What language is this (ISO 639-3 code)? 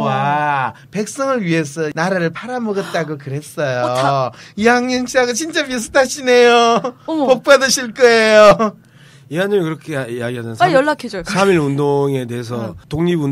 kor